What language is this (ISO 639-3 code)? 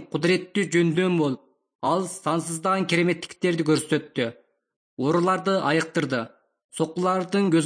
kir